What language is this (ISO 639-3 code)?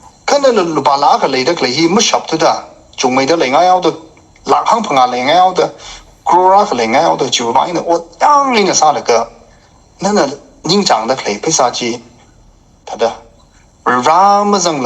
nmf